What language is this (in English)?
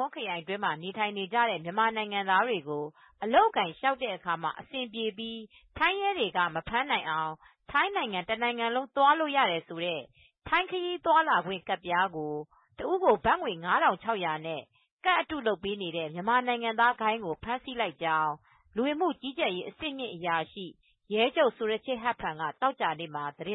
Burmese